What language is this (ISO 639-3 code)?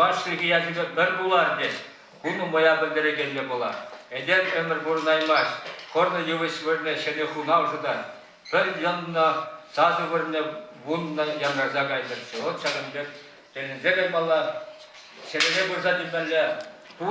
chv